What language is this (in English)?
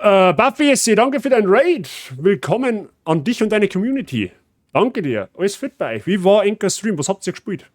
Bavarian